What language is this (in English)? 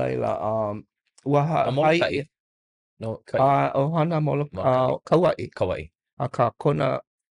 Hawaiian